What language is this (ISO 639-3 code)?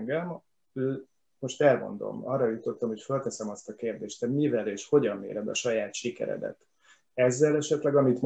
hun